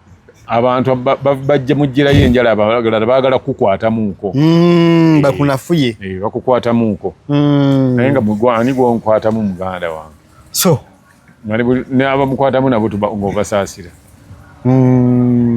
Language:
Ganda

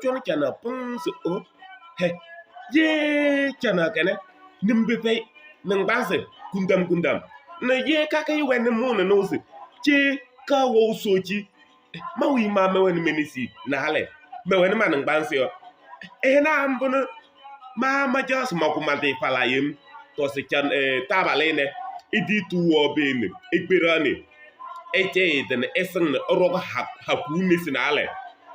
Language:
Kabiyè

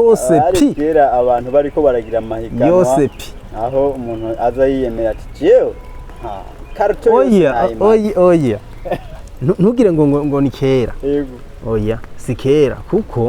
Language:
Rundi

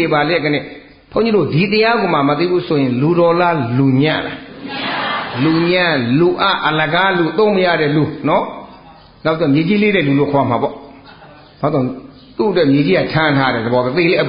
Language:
Burmese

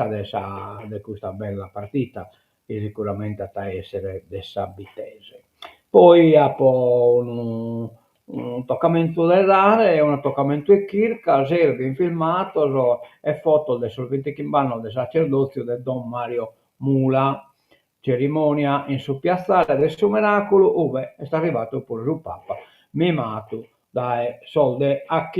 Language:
Sardinian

